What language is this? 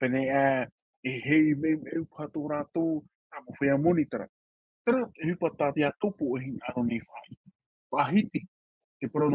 Tahitian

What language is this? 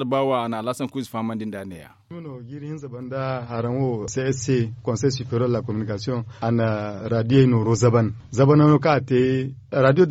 Zarma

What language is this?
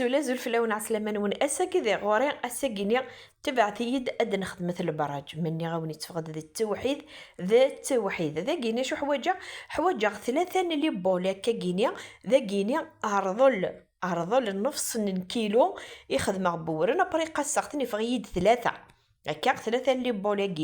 Kabyle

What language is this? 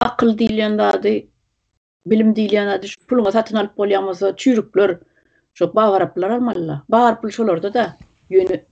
Turkmen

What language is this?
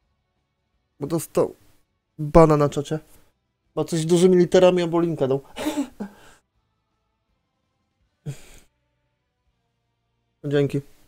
Polish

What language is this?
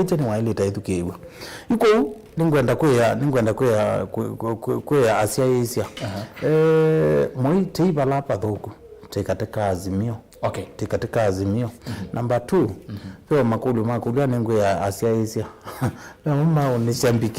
Kamba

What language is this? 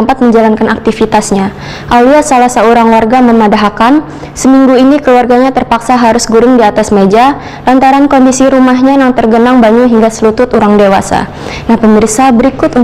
Banjar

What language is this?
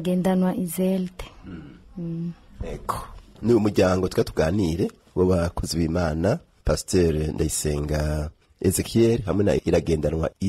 Rundi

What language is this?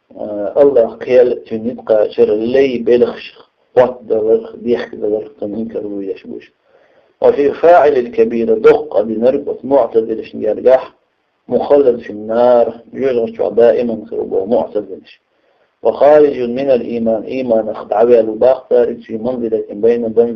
Chechen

